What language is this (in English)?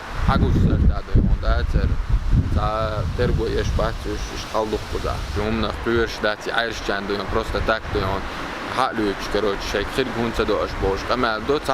Chechen